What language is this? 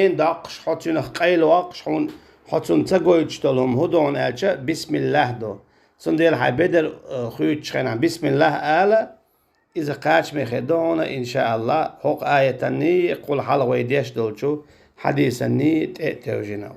Chechen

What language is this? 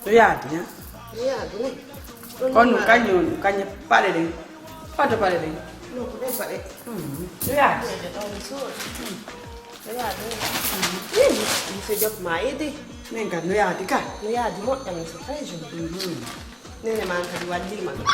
Pular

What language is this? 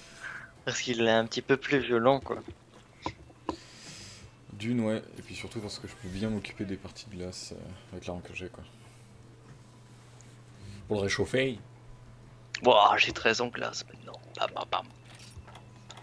French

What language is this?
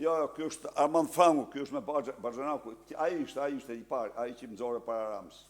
Albanian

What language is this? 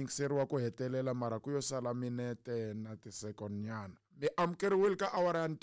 Tsonga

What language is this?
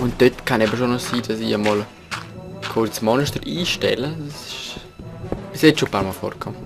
Swiss German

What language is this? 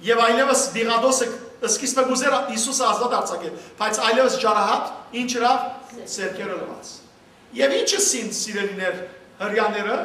Western Armenian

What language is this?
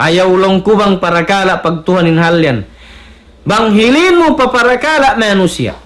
Tausug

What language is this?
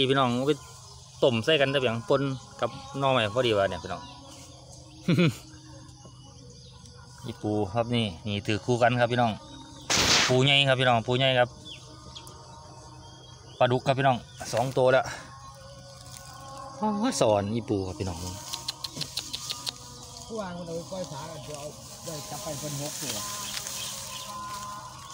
Thai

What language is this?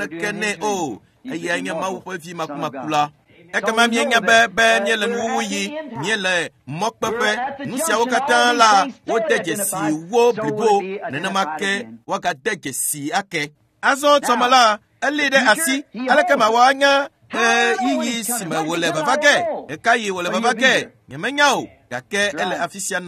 Ewe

